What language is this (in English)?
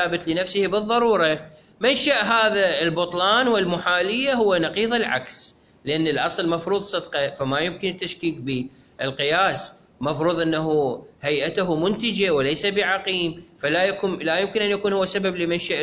Mesopotamian Arabic